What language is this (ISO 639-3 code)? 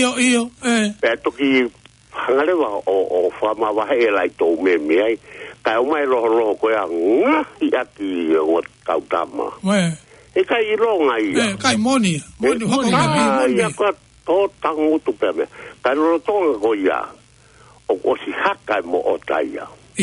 ton